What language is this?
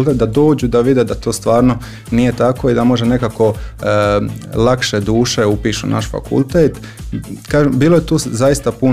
Croatian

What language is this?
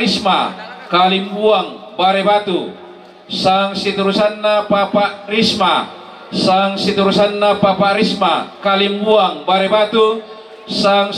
Toraja-Sa'dan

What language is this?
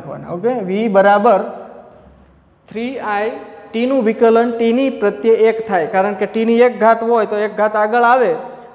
Gujarati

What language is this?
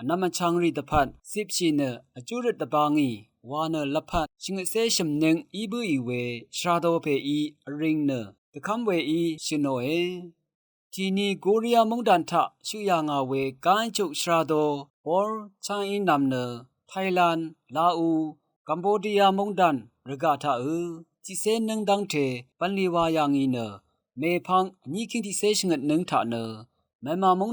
Rawang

